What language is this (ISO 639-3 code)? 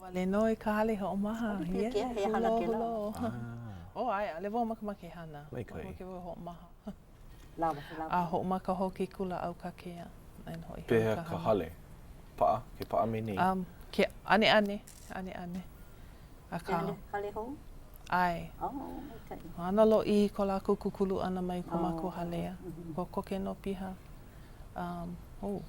haw